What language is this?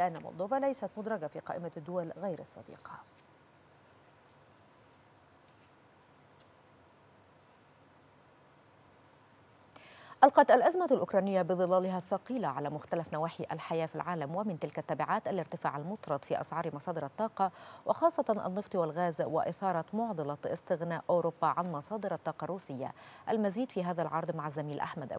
Arabic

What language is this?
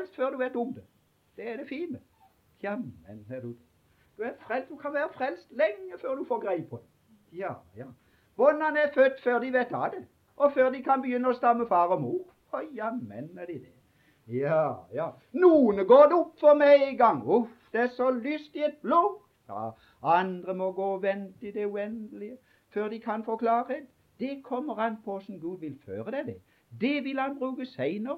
Norwegian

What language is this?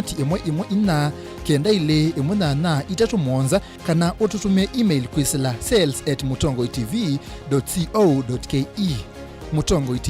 Kamba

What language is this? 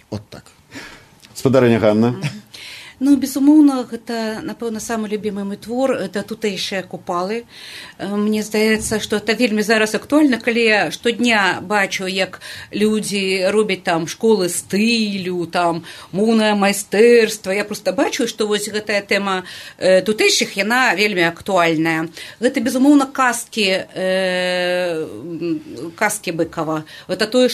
Belarusian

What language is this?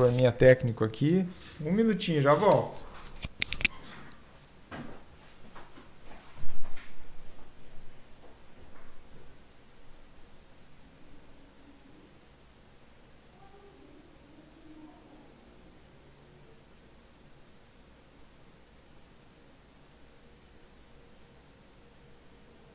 Portuguese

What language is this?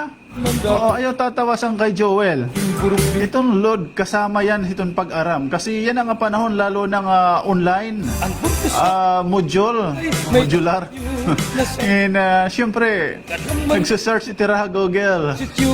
Waray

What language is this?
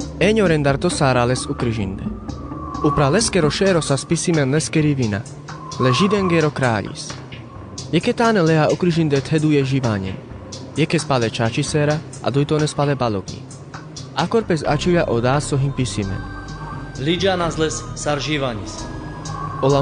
Carpathian Romani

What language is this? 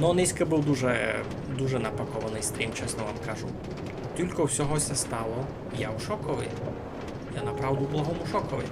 Rusyn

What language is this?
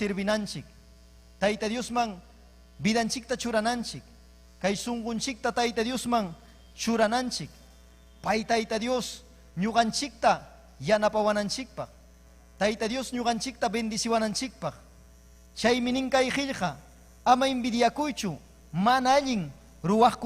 Ayacucho Quechua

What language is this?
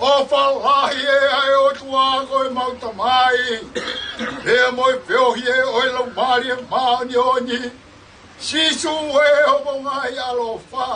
Tongan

